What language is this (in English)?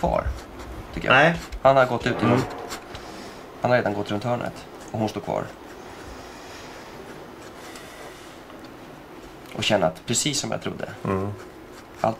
Swedish